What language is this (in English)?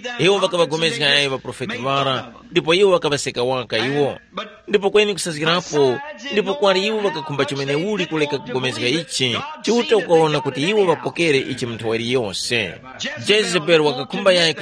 Tumbuka